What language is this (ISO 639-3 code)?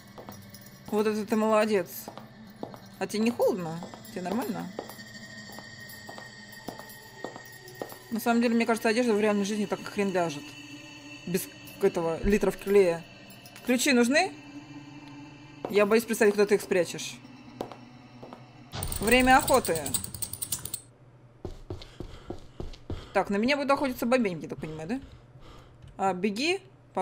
rus